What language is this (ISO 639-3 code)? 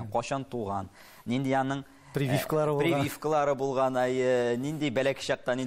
tat